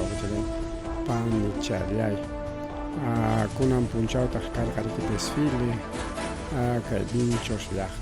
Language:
Ayacucho Quechua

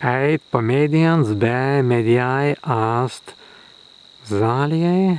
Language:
Prussian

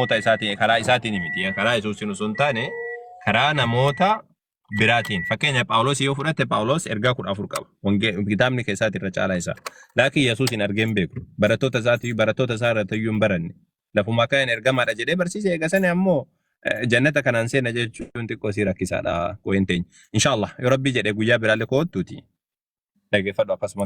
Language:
Oromo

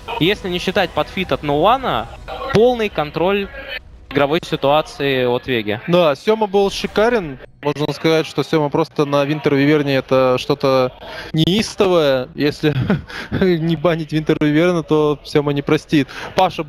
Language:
Russian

